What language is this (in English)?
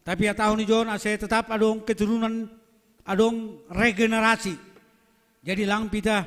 Batak Simalungun